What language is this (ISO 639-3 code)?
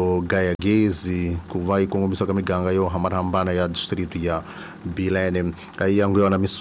tso